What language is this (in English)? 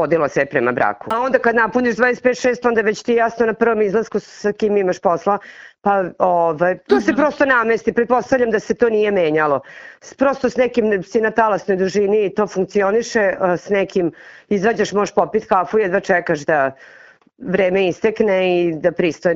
Serbian